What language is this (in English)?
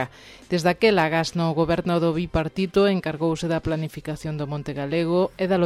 Galician